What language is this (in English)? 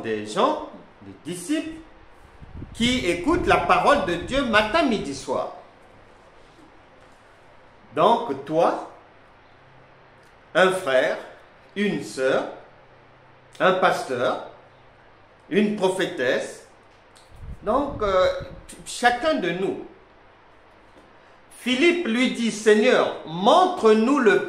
French